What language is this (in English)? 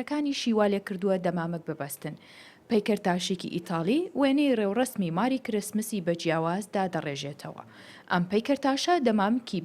Central Kurdish